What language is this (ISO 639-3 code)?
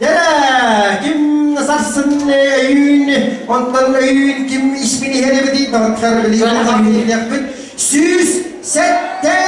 sah